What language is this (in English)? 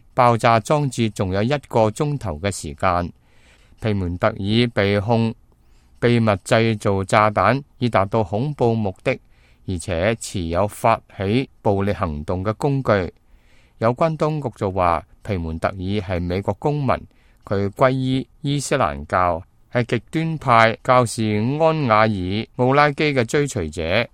Cantonese